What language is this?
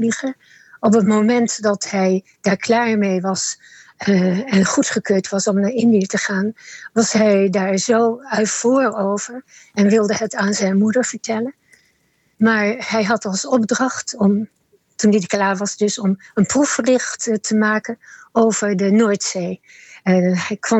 Dutch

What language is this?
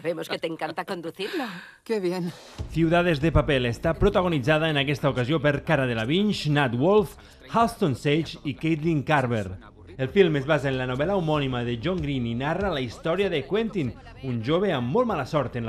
Catalan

